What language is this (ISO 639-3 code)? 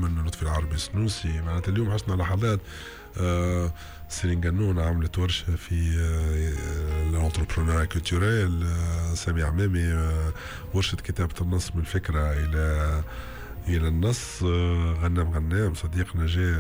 aeb